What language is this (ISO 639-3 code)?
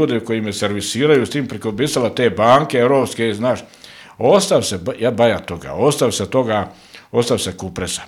bos